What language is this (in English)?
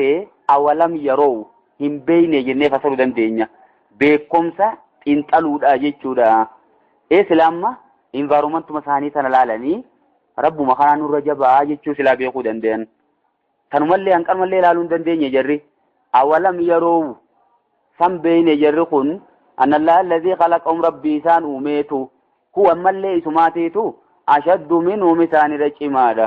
Oromo